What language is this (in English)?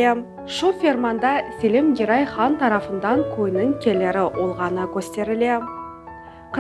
Crimean Tatar